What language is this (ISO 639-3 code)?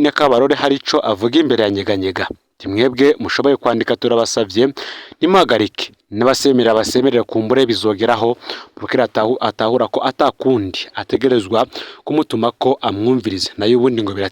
run